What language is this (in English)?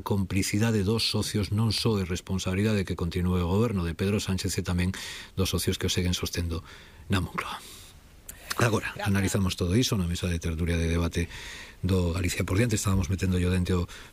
Galician